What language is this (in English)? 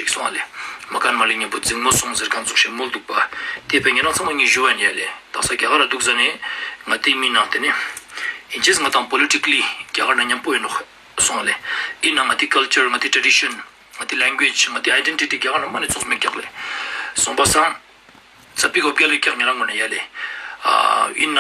Ladakhi